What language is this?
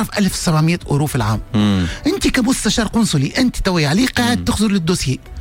Tunisian Arabic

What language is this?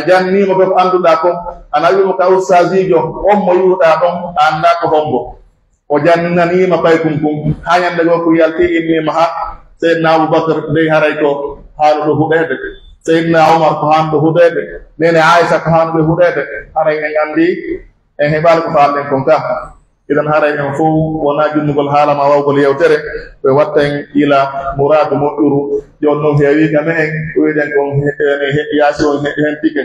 Pular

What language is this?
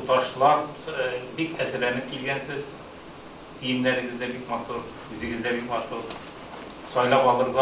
Tatar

